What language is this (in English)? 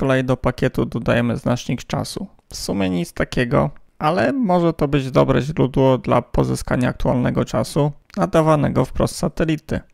Polish